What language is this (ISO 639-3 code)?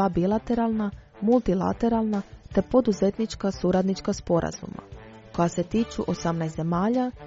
hrv